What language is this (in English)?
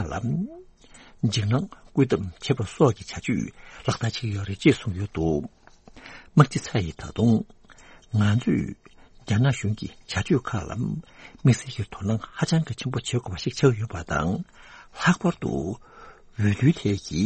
Tibetan